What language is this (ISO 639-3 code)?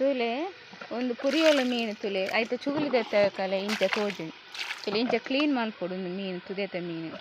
tcy